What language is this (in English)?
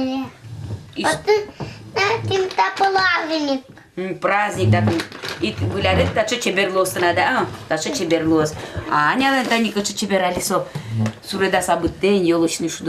Udmurt